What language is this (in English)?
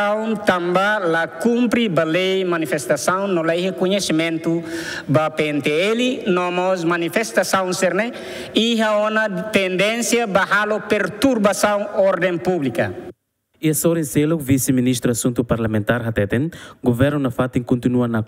Tetum